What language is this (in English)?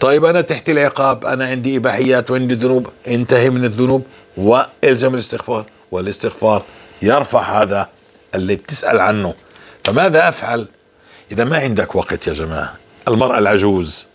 North Levantine Arabic